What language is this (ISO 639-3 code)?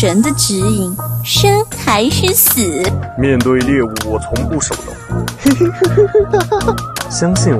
zho